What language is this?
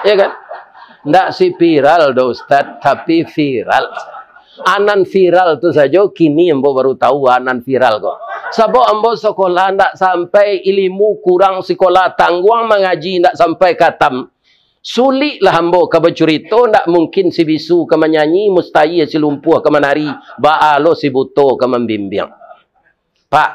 Minangkabau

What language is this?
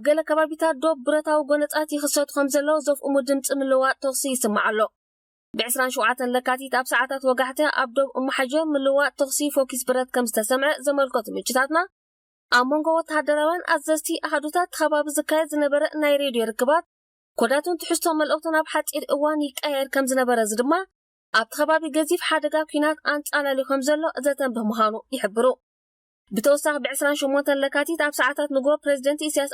Tigrinya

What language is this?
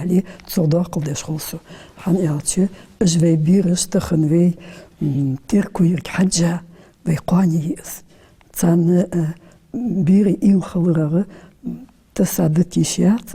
Ingush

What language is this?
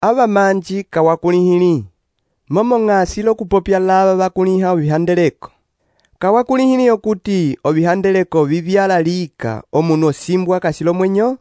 Umbundu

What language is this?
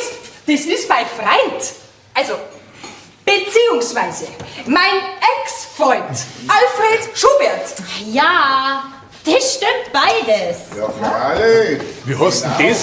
Bavarian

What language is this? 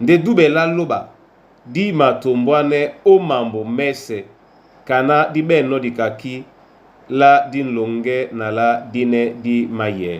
Duala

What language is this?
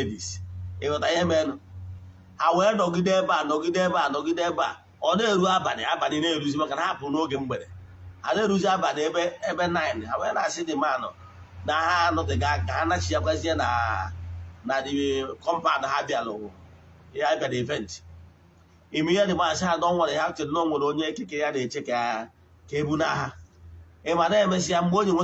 Igbo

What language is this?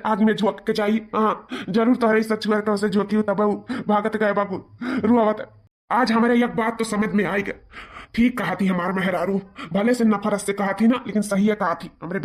Awadhi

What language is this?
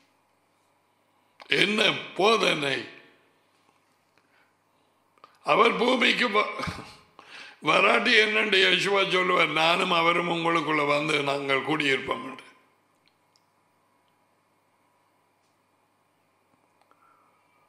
Tamil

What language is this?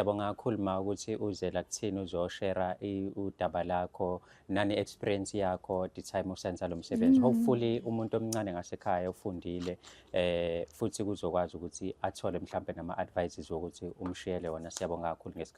Zulu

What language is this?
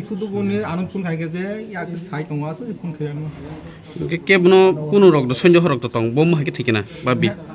Kok Borok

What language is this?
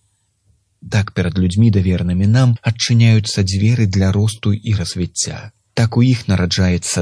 Belarusian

